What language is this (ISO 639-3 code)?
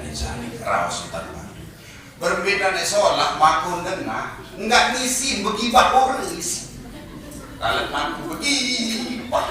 sas